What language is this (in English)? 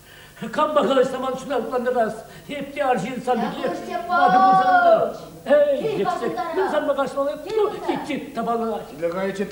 Chuvash